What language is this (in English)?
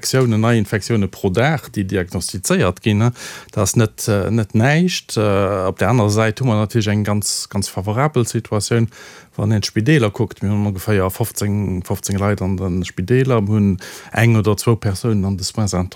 Luxembourgish